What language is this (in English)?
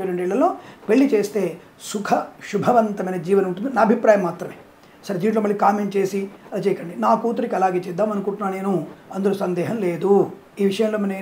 Telugu